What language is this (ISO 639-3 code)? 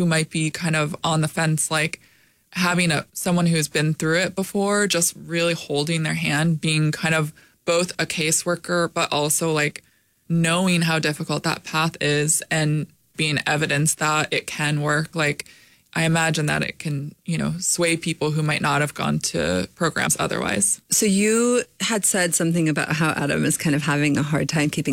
eng